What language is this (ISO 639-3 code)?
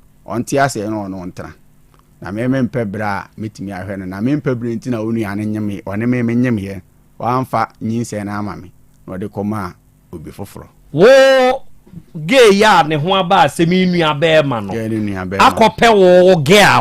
aka